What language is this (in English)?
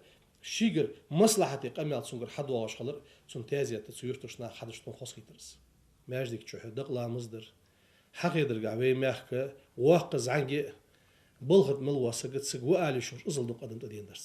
Ingush